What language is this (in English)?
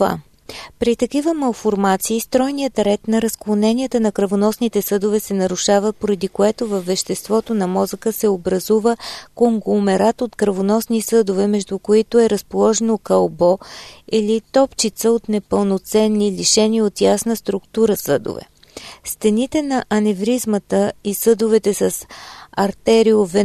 Bulgarian